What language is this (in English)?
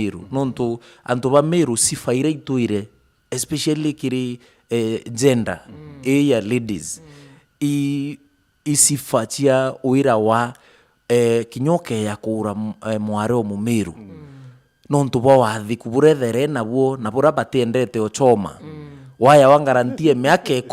Meru